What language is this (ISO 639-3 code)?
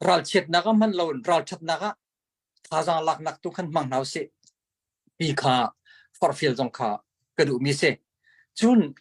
cnh